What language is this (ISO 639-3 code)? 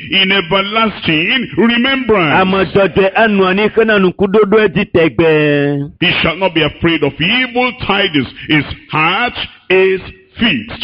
ewe